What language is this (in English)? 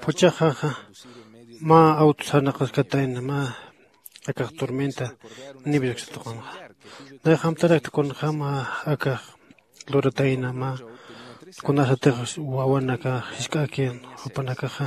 Aymara